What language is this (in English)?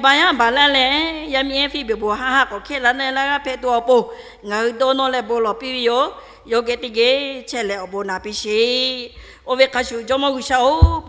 Lahu